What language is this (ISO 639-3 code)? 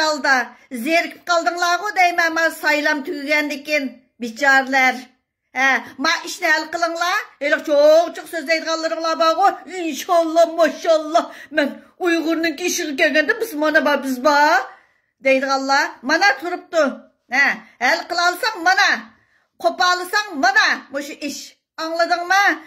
uig